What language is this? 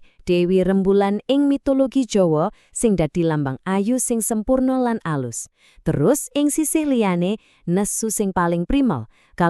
Javanese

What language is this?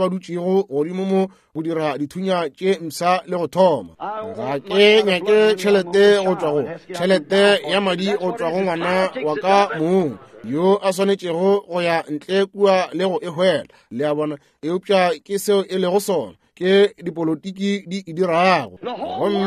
Northern Sotho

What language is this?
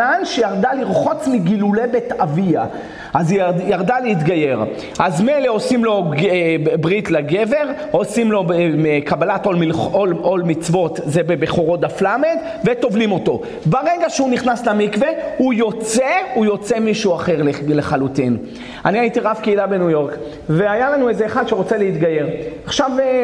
Hebrew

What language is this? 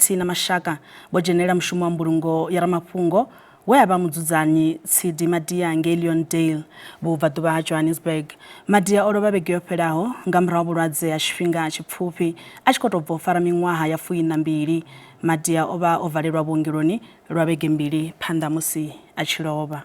Venda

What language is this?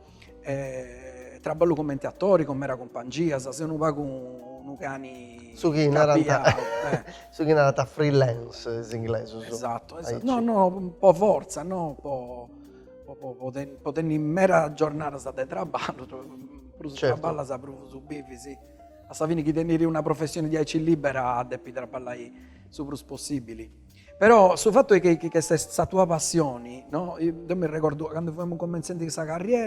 Sardinian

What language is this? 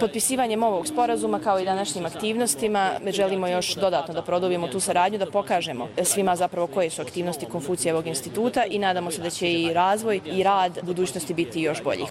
Croatian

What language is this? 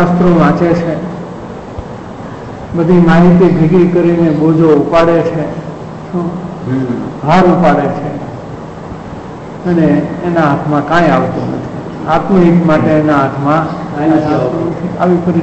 Gujarati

